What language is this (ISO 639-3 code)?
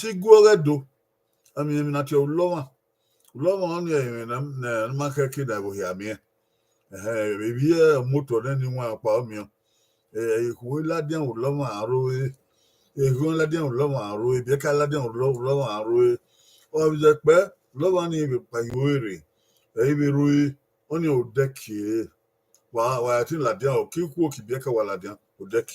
bin